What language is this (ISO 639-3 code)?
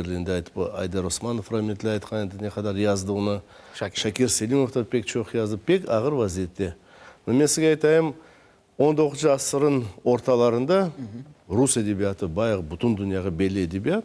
crh